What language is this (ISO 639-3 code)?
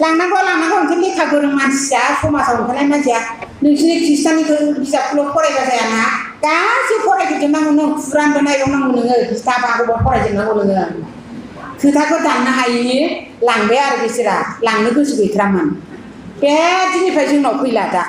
brx